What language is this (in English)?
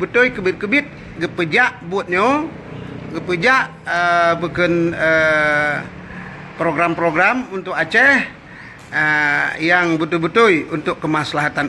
Achinese